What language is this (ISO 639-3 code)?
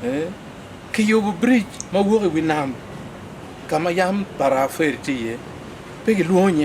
ach